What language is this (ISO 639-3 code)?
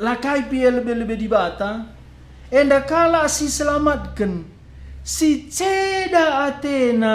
btx